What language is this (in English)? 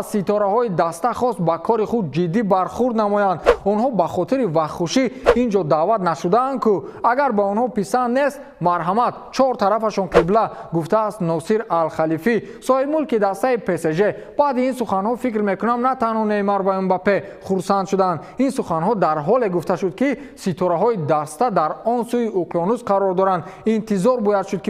Tajik